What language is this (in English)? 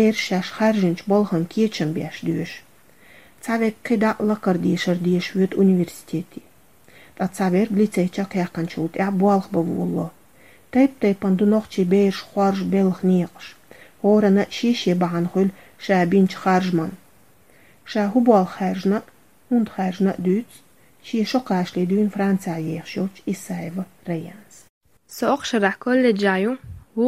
Chechen